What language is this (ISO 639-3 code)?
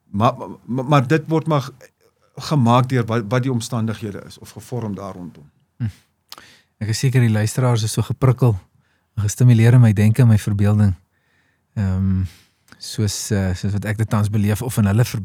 afr